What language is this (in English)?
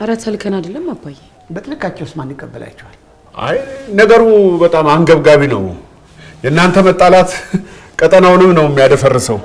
Amharic